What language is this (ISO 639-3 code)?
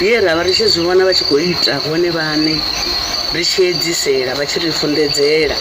ven